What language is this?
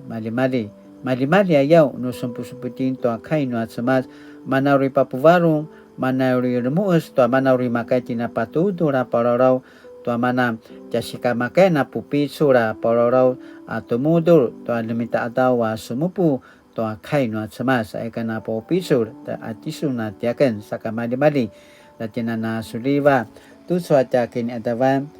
Paiwan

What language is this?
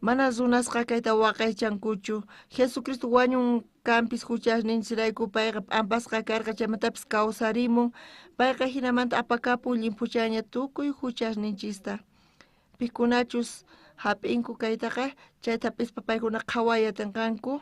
South Bolivian Quechua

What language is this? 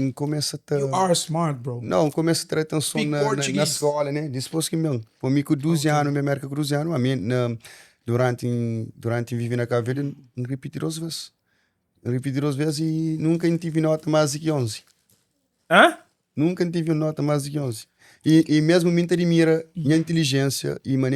Kabuverdianu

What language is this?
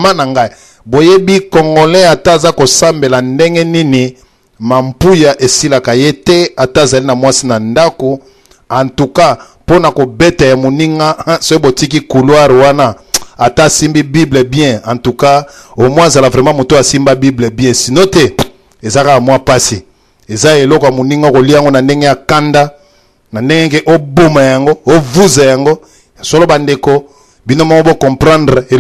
Lingala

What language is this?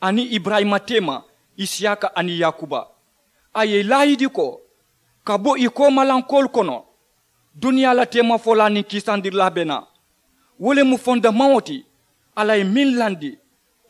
Mandingo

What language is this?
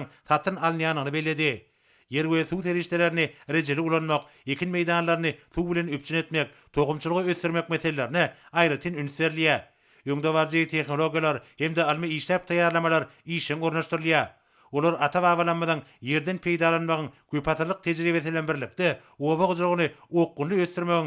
Turkmen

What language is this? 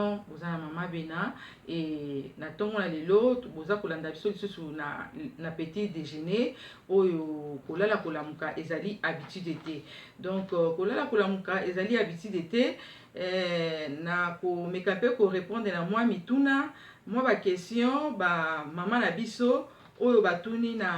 Lingala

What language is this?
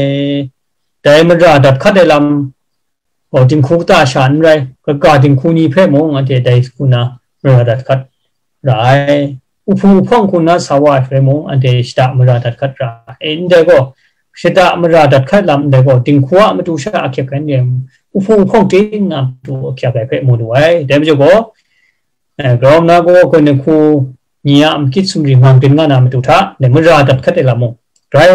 Kachin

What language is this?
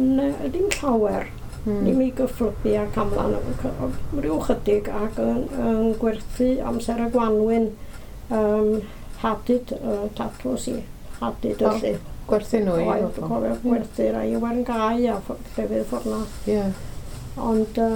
Welsh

